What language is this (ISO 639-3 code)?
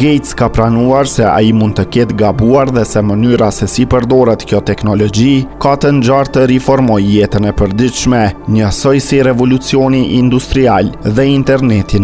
sqi